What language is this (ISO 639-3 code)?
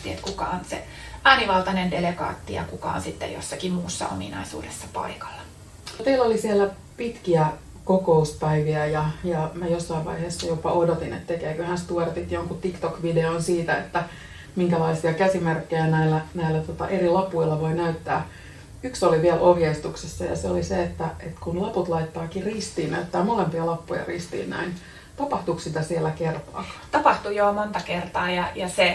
fin